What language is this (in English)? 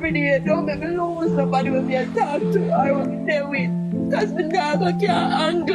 Jamaican Creole English